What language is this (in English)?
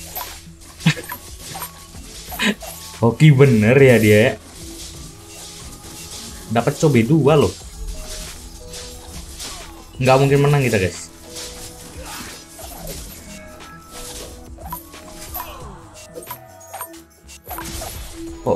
Indonesian